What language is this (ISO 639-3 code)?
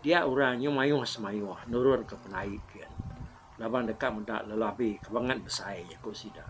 iba